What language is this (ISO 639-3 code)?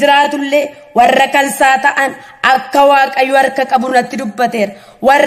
orm